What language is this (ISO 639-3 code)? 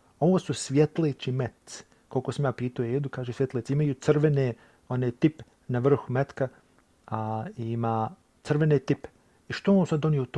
bos